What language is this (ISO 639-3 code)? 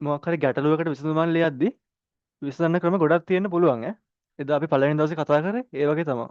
sin